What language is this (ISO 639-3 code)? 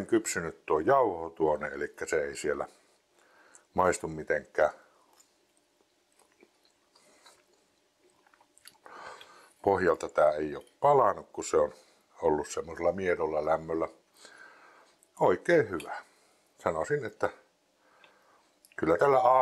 fin